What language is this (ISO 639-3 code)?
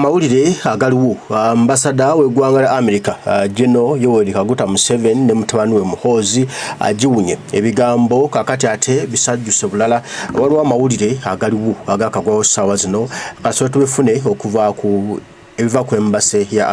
lug